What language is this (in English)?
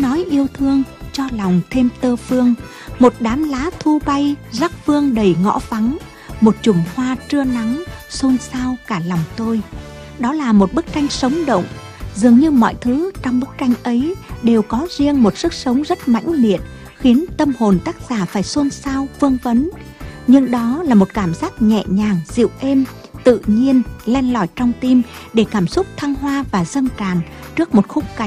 Vietnamese